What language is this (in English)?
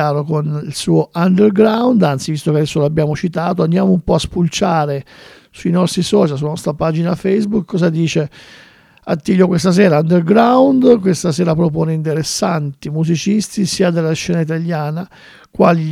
Italian